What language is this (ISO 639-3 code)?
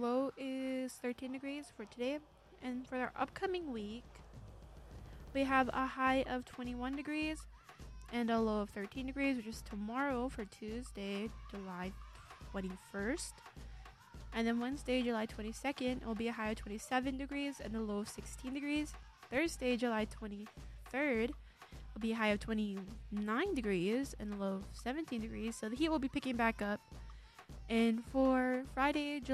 eng